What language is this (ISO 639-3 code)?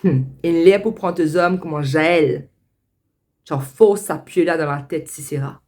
mfe